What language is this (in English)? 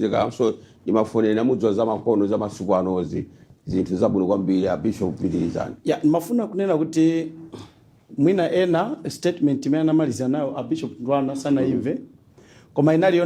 Nyanja